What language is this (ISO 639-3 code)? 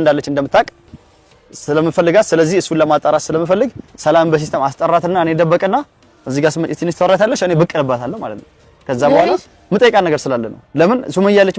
amh